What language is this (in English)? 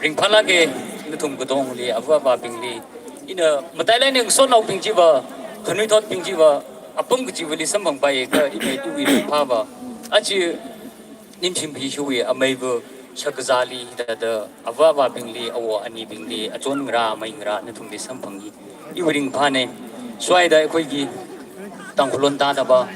Tangkhul Naga (India)